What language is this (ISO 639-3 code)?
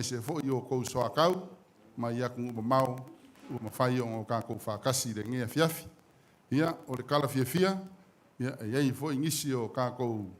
smo